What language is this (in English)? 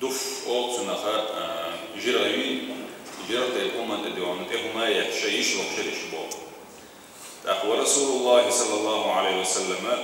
Chechen